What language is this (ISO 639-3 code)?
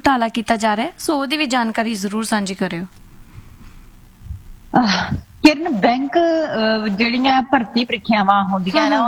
pan